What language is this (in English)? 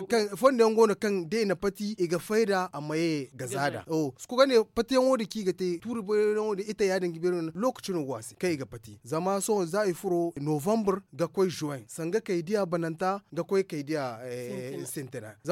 Zarma